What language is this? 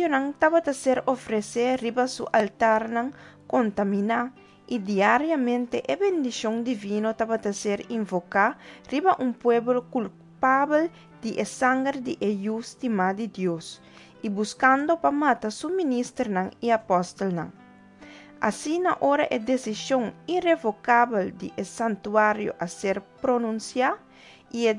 Papiamento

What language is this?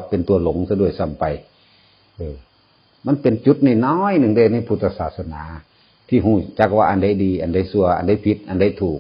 Northeastern Thai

